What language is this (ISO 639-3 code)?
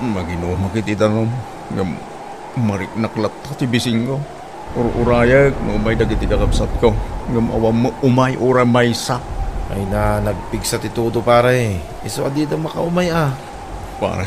ilo